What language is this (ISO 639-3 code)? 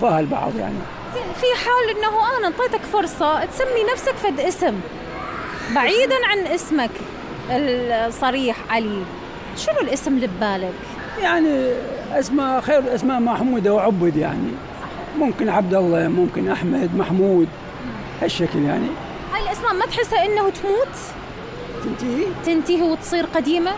acm